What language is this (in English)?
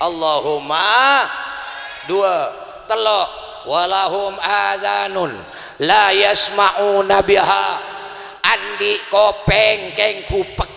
Madurese